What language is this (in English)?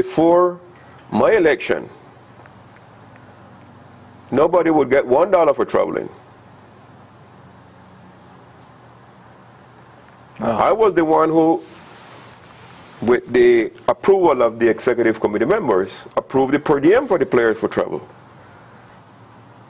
English